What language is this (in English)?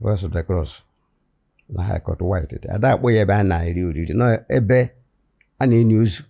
Igbo